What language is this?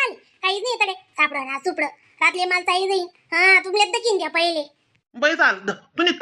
Khandesi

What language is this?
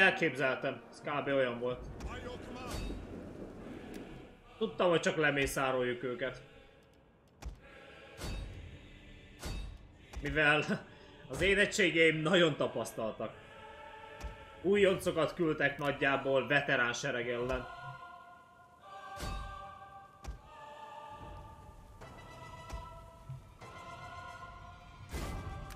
Hungarian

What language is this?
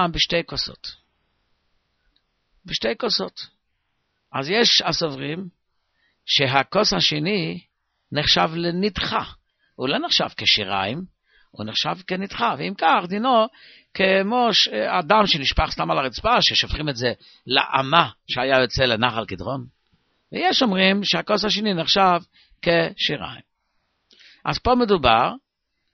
Hebrew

